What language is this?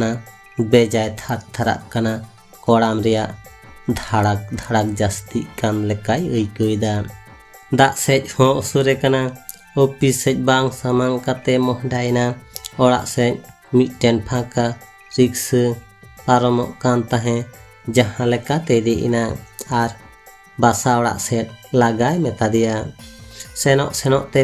Santali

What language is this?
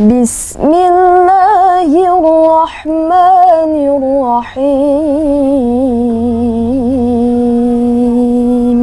Banjar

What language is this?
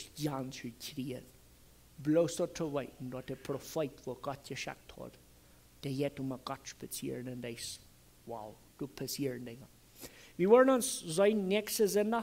Plautdietsch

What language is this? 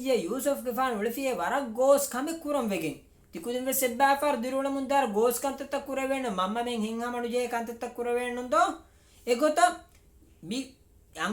Divehi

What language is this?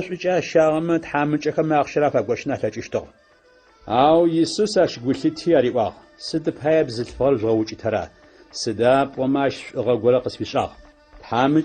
Adyghe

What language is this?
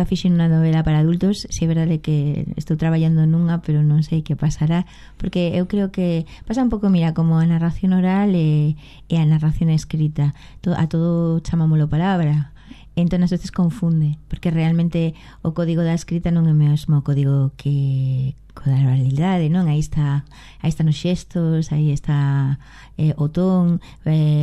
Galician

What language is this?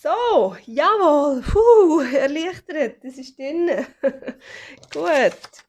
Swiss German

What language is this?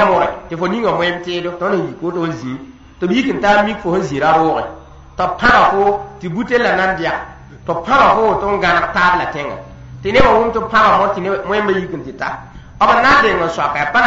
Mossi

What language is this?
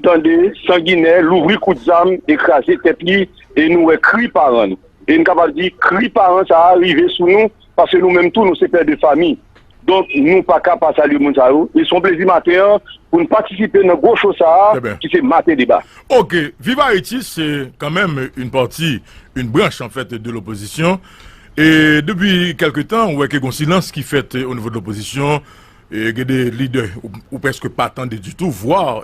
Haitian Creole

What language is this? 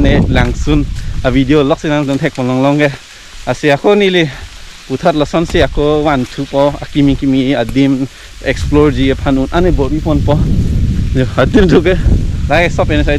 Karbi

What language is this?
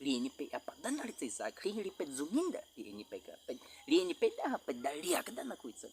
Baniwa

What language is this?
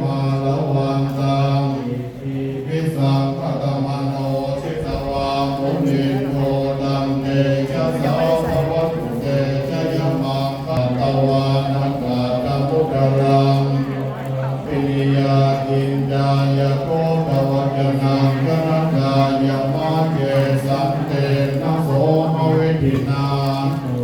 Pali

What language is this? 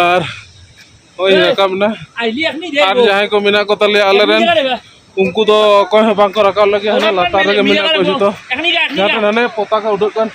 Santali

